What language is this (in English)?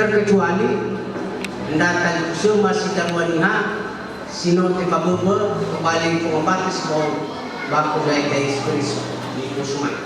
Nias